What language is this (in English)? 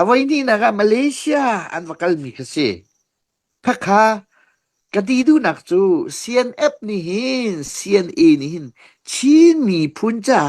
Hakha Chin